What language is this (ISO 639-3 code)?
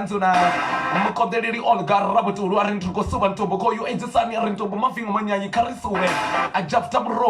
ven